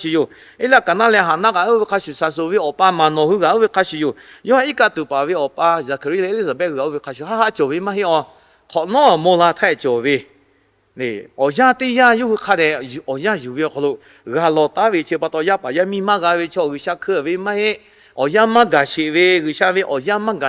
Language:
Lahu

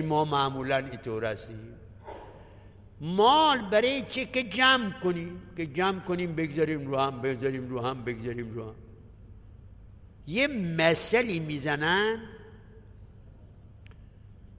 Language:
Persian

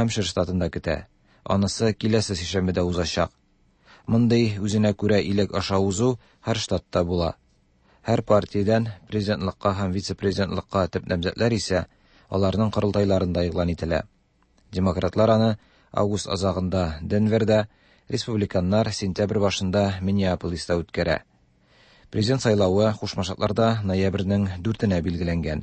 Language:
Tatar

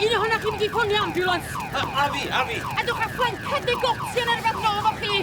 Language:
Welsh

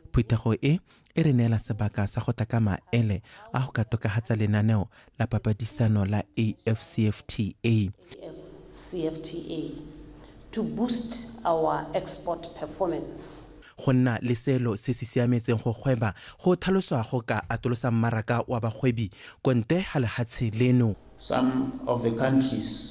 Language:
Tswana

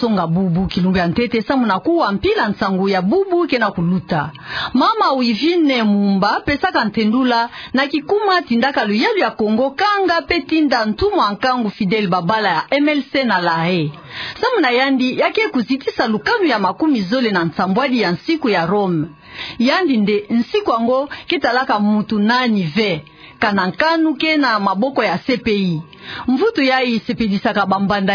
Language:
Kituba (Democratic Republic of Congo)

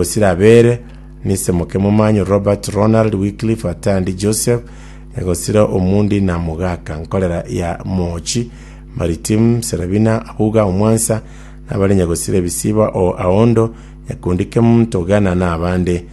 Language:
Gusii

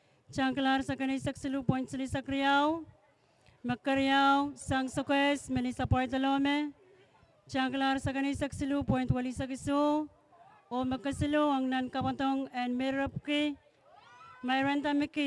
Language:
Pohnpeian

